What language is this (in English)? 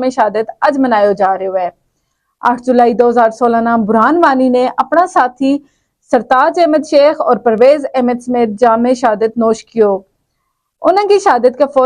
Gujari